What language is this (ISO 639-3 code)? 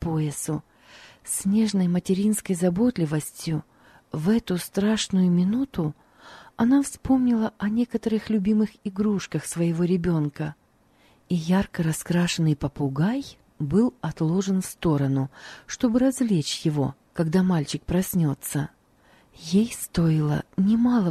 rus